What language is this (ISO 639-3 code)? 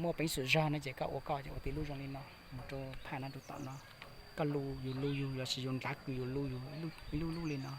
hmn